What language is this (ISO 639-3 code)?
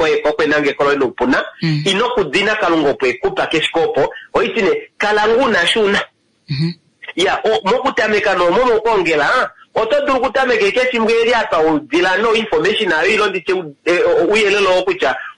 kua